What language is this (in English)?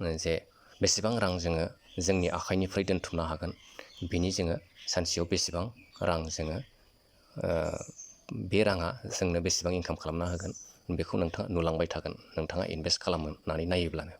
Bodo